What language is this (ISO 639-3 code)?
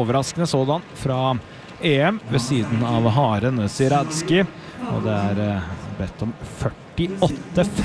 nor